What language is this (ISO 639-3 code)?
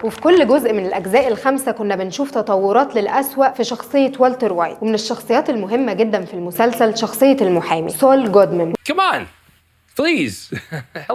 arz